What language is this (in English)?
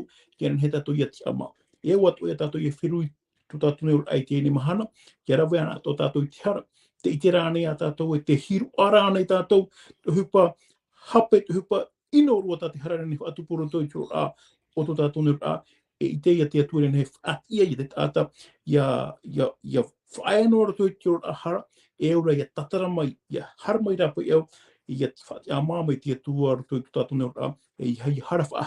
Tahitian